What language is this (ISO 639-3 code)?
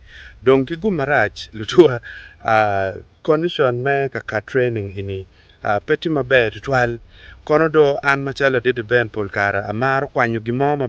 ach